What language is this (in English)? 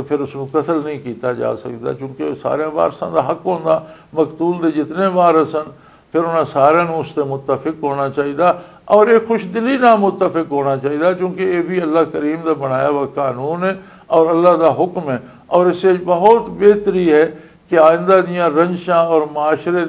Western Panjabi